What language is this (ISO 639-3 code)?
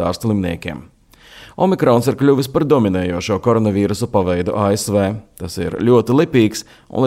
lav